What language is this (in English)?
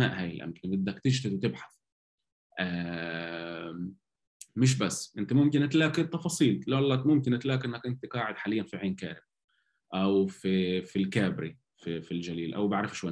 North Levantine Arabic